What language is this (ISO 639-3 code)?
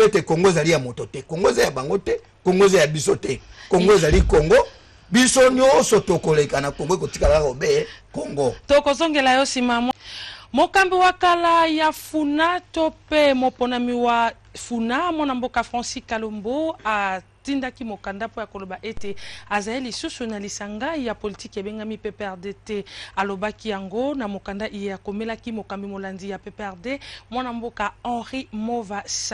lin